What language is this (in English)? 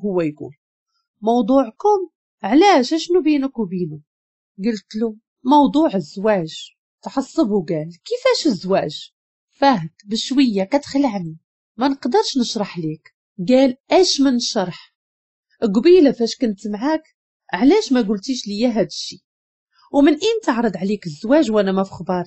Moroccan Arabic